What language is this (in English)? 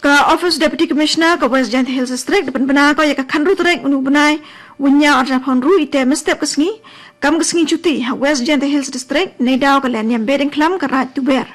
Khasi